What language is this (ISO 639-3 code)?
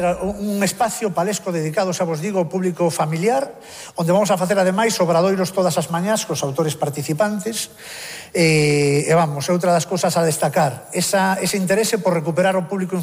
glg